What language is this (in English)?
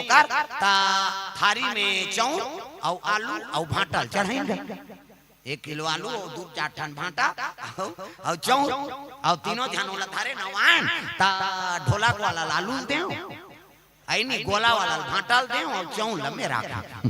Chhattisgarhi